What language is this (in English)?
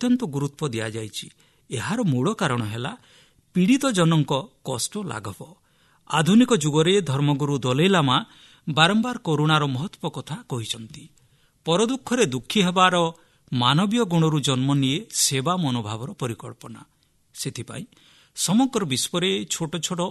Odia